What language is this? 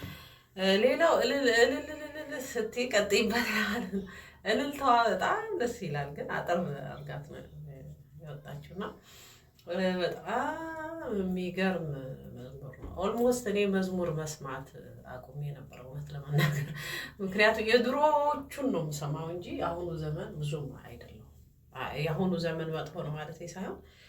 Amharic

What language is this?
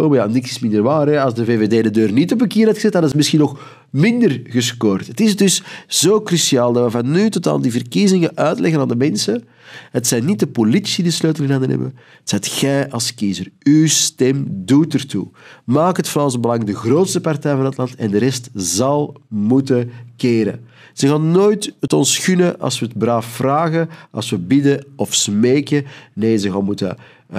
Dutch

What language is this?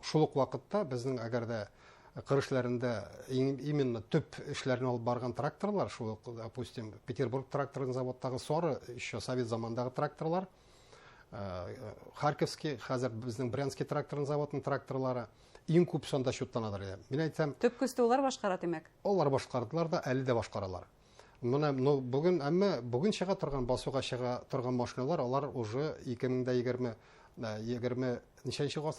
Bashkir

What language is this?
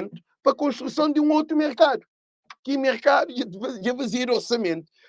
Kabuverdianu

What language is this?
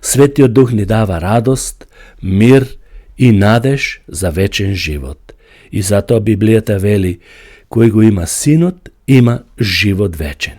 Macedonian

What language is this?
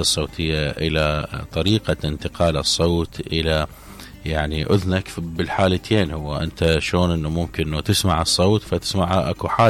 Mesopotamian Arabic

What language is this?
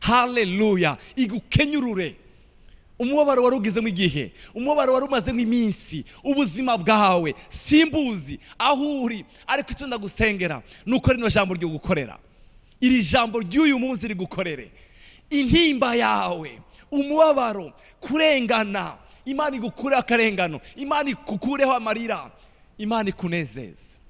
Rundi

